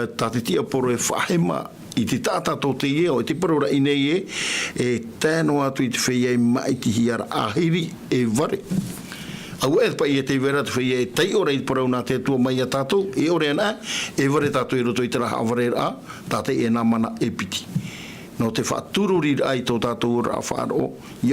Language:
Tahitian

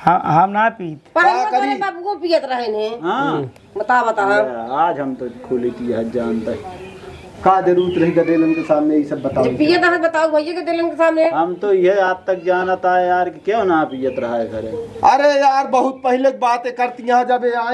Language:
Awadhi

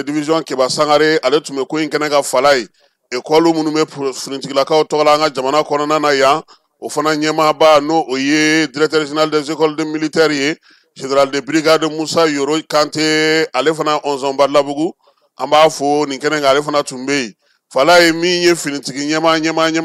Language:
Bambara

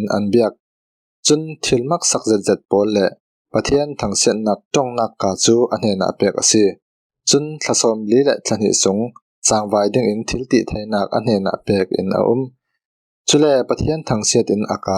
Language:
Falam Chin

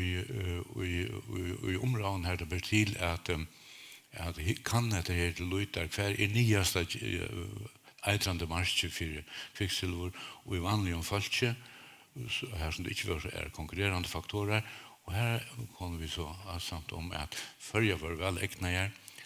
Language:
Faroese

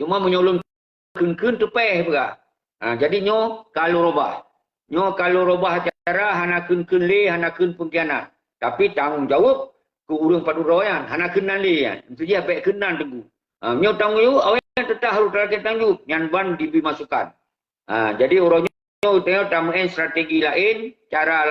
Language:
Achinese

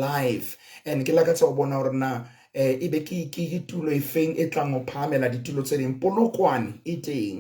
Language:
Southern Sotho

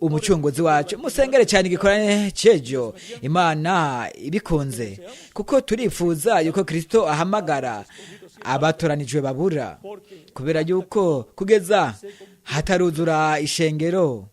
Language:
Rundi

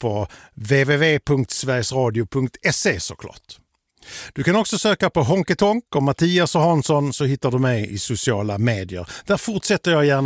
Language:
Swedish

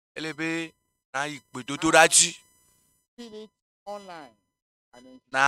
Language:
Ewe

